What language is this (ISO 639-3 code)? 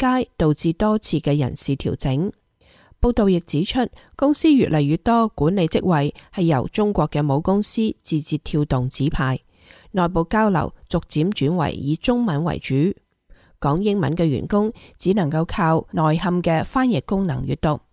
yue